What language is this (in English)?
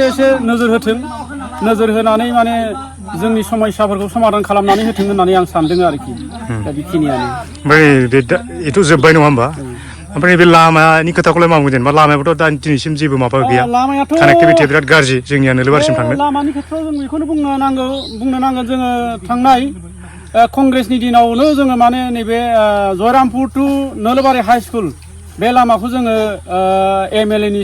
Bodo